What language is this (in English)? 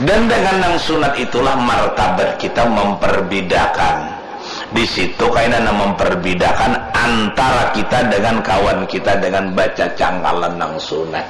Banjar